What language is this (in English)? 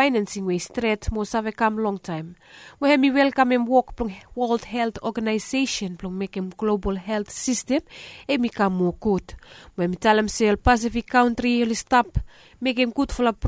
Bislama